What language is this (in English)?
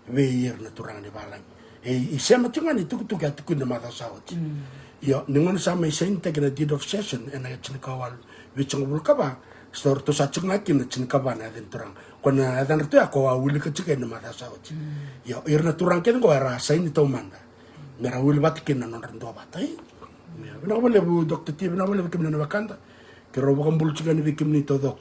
Fijian